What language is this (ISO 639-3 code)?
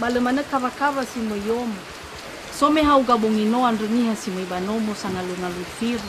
nia